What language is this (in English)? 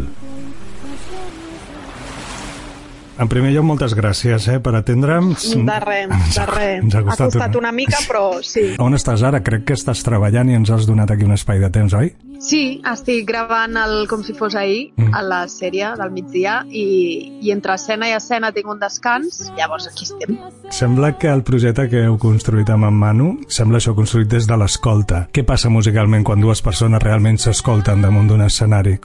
Catalan